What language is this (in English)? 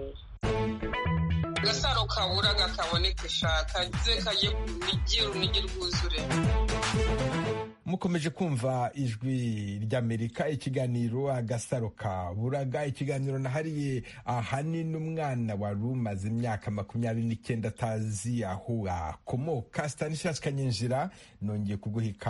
Kinyarwanda